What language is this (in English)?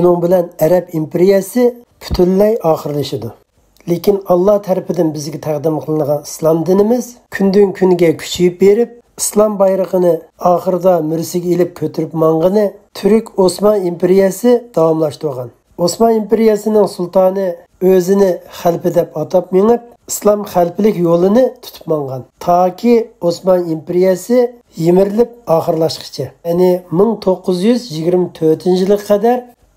Uyghur